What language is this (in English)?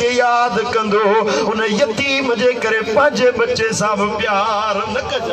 Sindhi